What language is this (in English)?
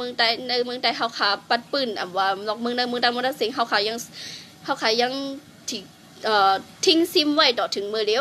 Shan